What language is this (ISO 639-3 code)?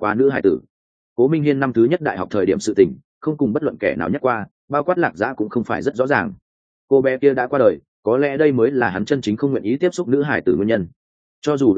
vie